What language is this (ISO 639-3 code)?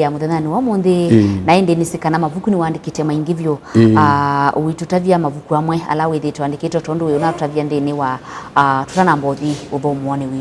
kam